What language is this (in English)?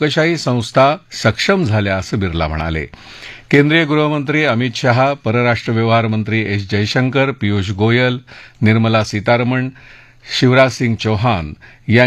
Marathi